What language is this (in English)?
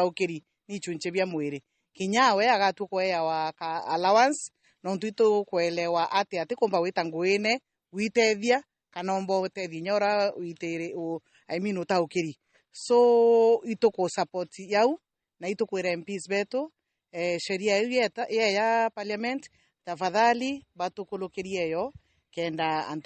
Meru